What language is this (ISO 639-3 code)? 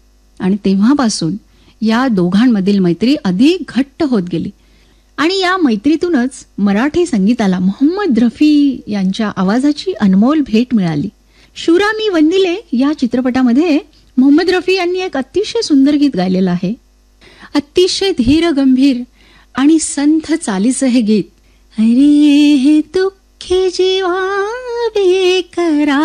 mar